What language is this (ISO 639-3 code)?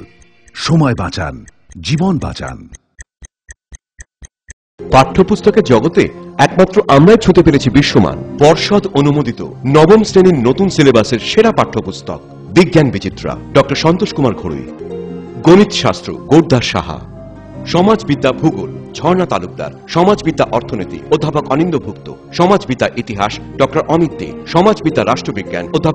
ben